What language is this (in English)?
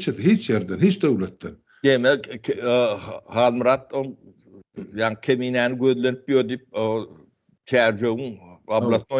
Turkmen